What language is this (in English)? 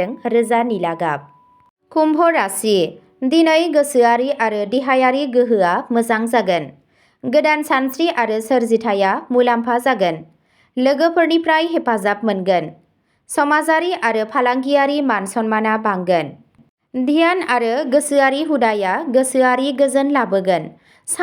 Bodo